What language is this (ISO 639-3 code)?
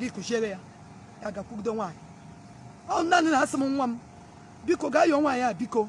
ibo